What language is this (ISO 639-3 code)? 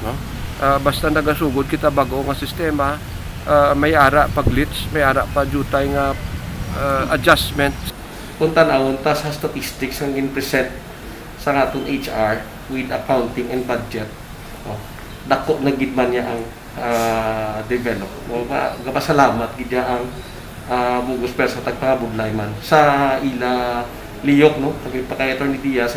hil